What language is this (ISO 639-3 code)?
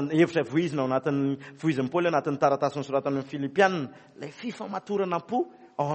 mlg